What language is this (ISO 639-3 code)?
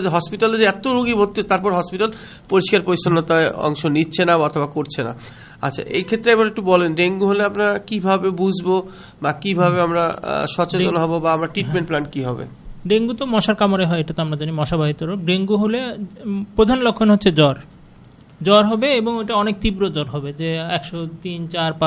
ben